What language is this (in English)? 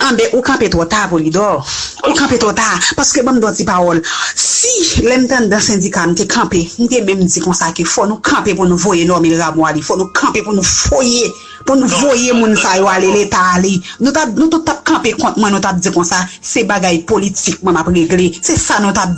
Haitian Creole